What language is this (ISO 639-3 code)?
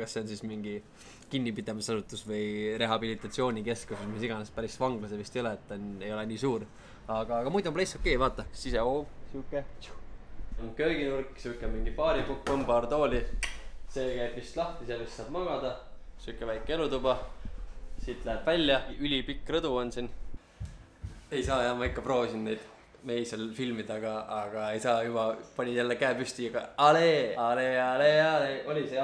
est